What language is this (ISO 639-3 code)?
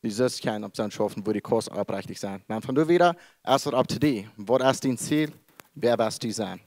pdt